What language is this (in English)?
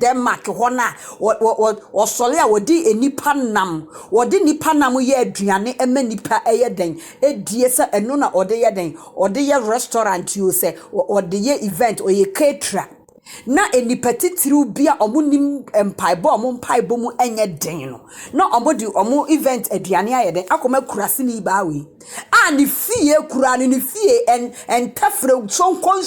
Akan